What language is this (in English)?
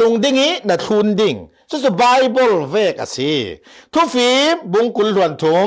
Falam Chin